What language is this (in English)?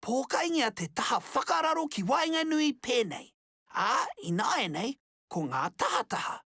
Māori